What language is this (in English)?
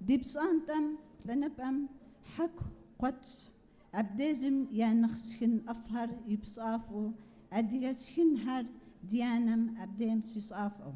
Kabardian